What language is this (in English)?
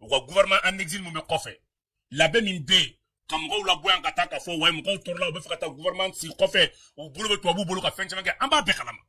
Bambara